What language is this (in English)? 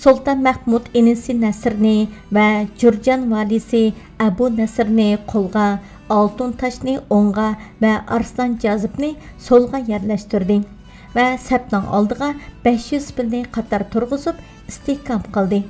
Uyghur